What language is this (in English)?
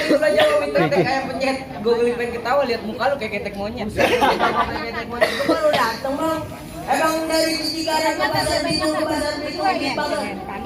Betawi